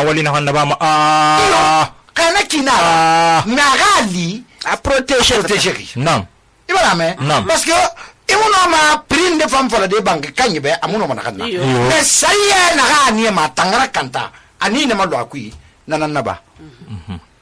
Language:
Susu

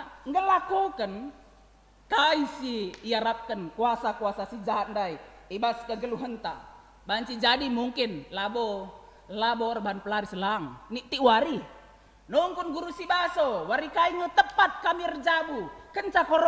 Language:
Batak Karo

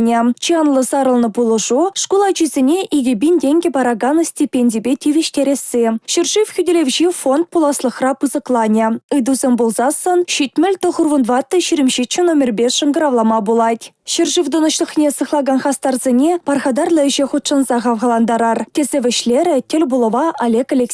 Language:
Chuvash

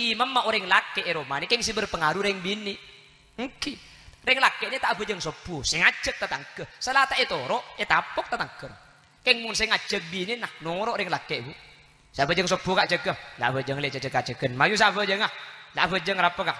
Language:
Madurese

